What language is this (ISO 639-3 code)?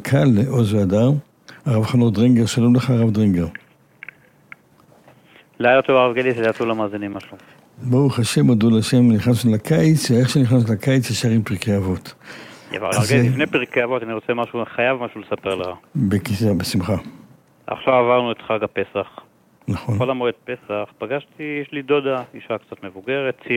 heb